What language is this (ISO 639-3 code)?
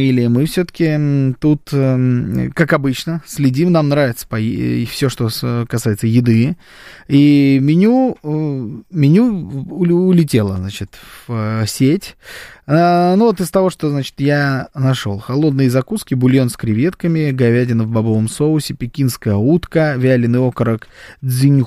rus